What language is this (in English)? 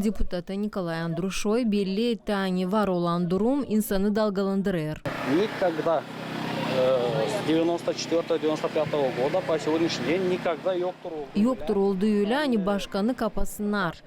Gagauz